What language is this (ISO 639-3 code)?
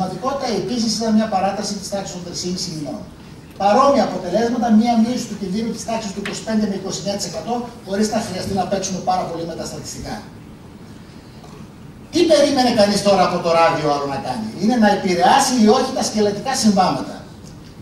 ell